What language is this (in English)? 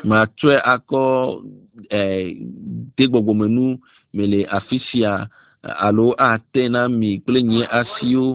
Ewe